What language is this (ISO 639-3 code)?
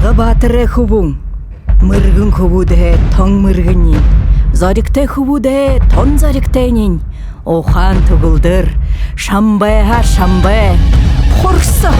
bua